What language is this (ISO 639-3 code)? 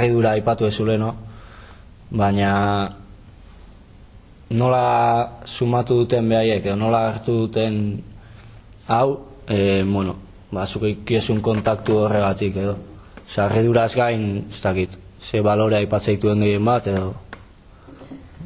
eus